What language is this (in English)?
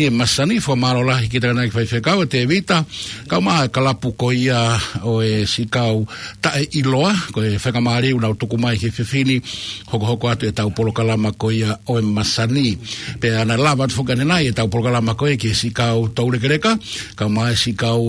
Tongan